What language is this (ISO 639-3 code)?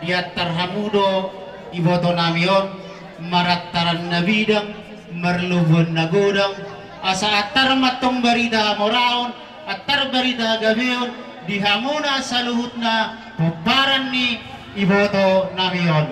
bbc